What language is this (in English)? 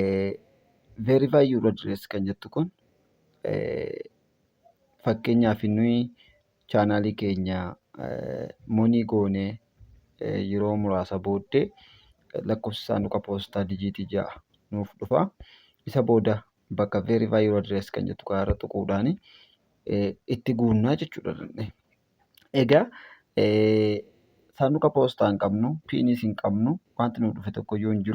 Oromo